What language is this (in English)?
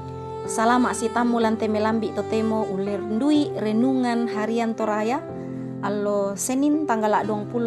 Toraja-Sa'dan